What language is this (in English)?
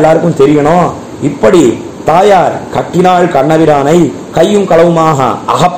Tamil